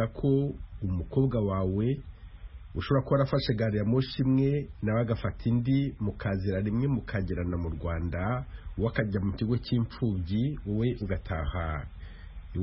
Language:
Kinyarwanda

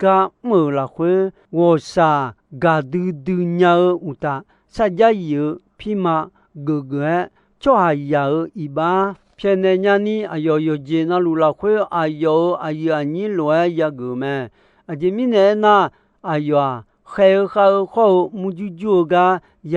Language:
Akha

